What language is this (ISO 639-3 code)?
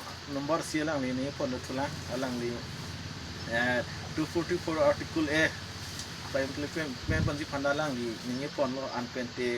mjw